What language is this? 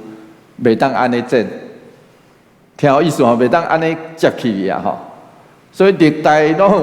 Min Nan Chinese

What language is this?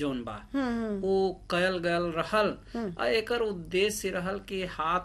Bhojpuri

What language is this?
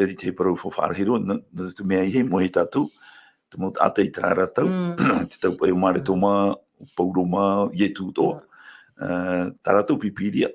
Tahitian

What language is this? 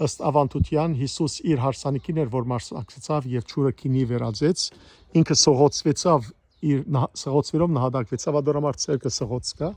Western Armenian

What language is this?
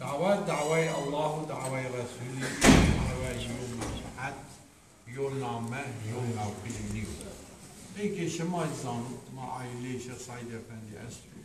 Zaza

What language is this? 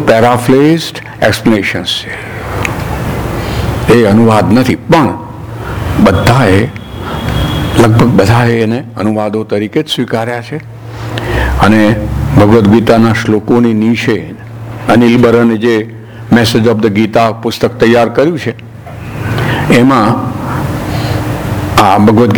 Gujarati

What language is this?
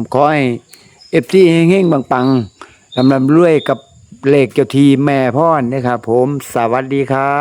Northeastern Thai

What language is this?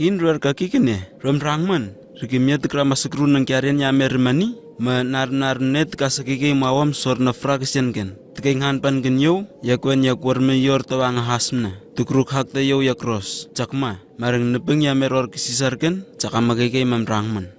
Southwest Tanna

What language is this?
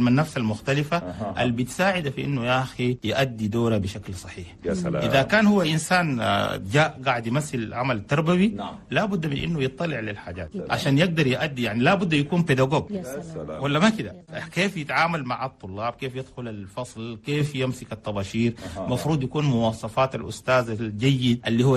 Chadian Arabic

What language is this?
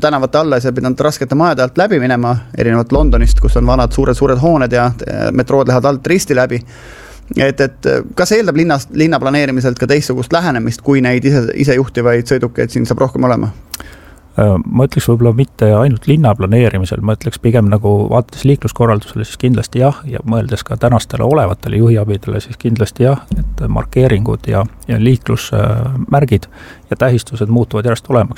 Estonian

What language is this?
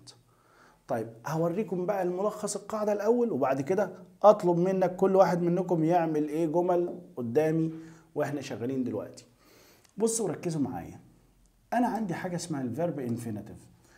Egyptian Arabic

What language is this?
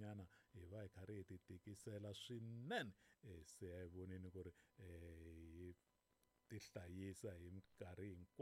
Tsonga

